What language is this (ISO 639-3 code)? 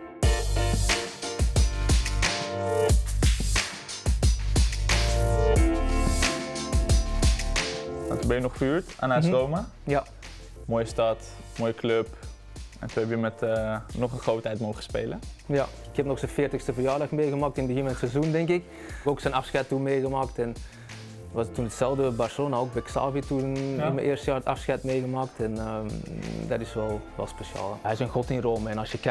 nld